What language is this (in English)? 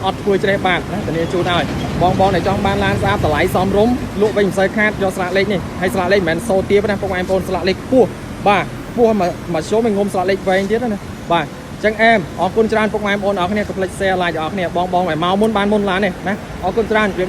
Khmer